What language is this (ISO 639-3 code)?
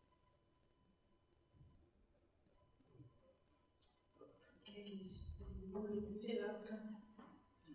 est